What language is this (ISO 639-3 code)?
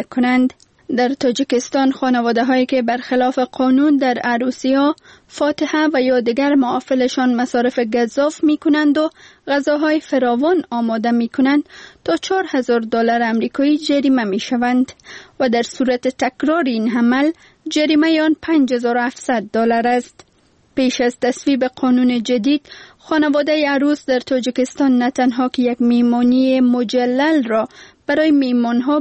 fas